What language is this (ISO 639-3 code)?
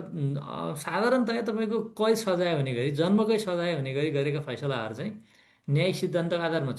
nep